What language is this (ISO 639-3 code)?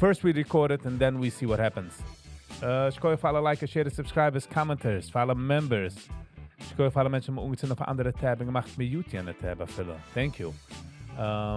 yid